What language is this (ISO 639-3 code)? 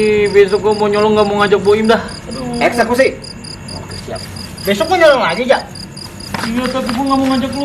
bew